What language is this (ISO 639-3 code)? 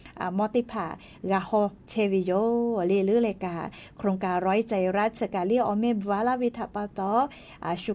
lhu